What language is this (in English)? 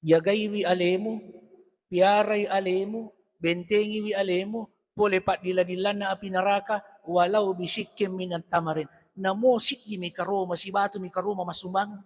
Buginese